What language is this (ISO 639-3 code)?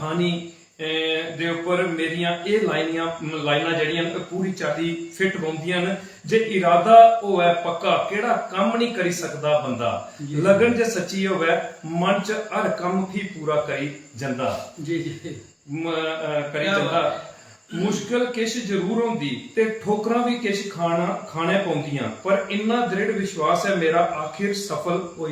doi